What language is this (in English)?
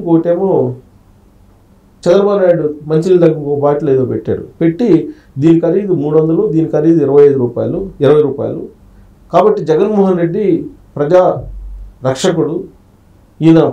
Telugu